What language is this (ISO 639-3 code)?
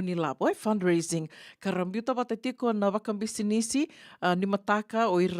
fij